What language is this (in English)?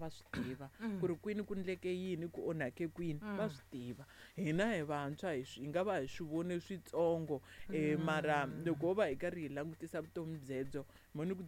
Tsonga